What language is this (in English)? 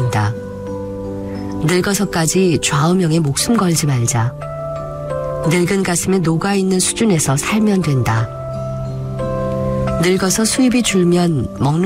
Korean